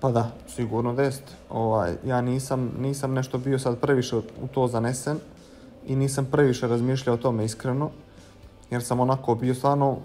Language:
Bosnian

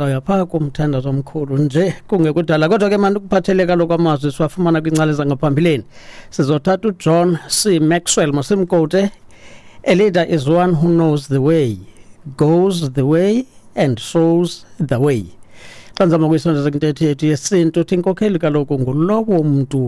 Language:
Xhosa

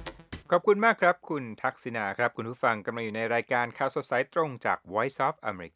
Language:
Thai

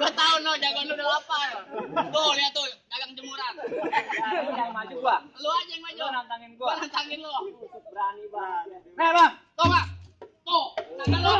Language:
Betawi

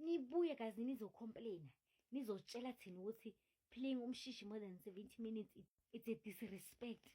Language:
Zulu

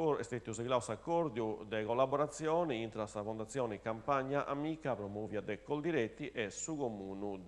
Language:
Sardinian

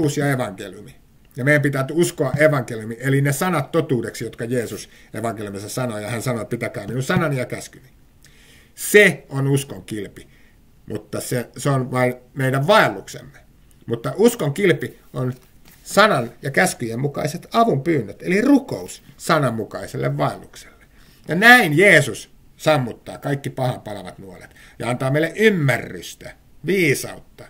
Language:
Finnish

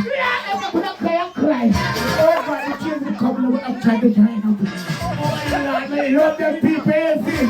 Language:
Jamaican Creole English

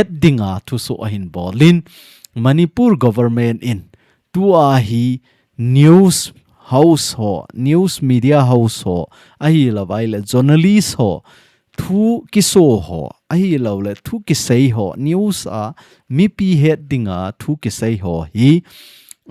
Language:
Thado Chin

